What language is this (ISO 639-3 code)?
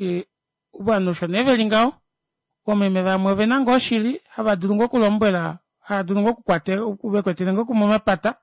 kua